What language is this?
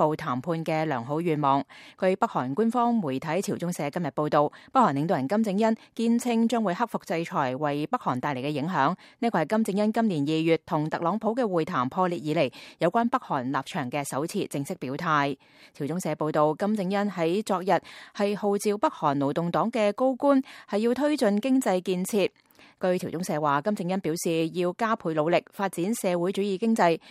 Cantonese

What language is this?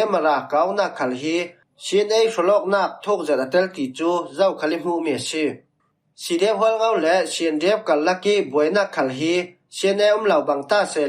Falam Chin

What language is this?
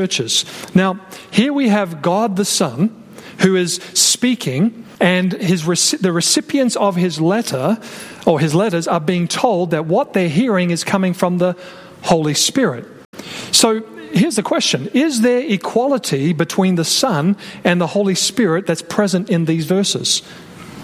English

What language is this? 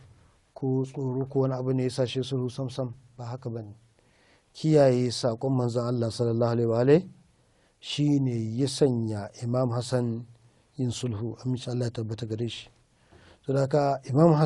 Hausa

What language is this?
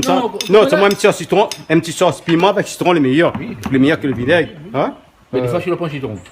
Réunion Creole French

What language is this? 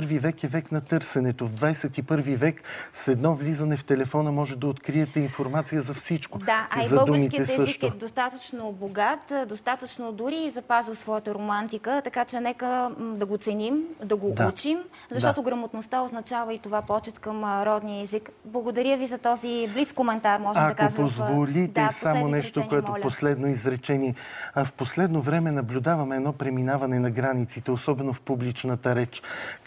Bulgarian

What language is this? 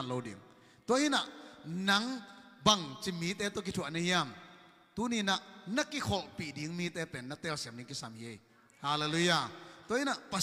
Tedim Chin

